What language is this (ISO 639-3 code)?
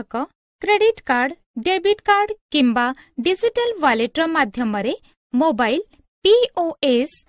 ori